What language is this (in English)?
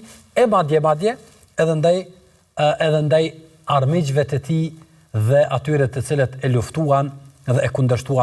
Albanian